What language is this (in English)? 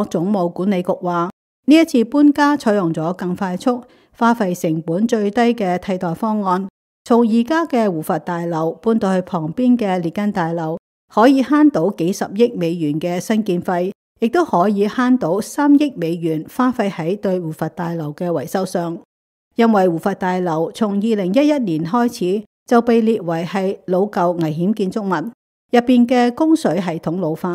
Cantonese